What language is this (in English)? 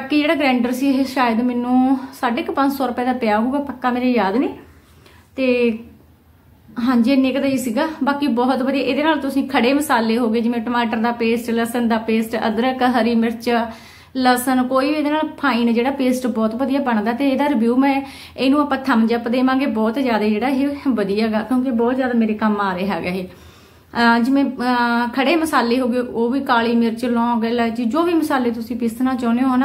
Punjabi